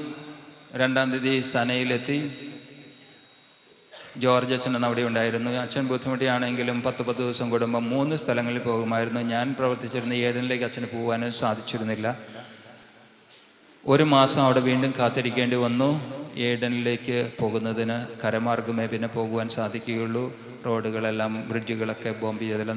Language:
Malayalam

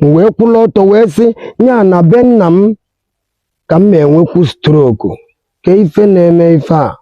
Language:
Igbo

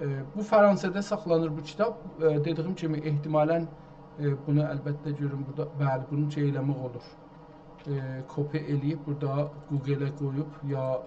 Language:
South Azerbaijani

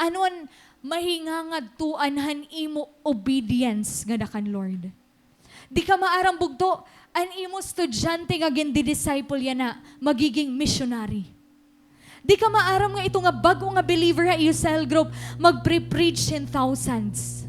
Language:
Waray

